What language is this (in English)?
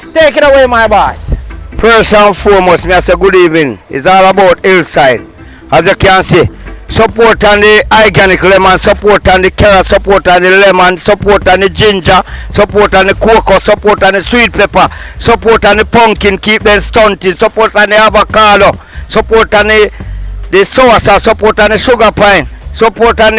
Jamaican Creole English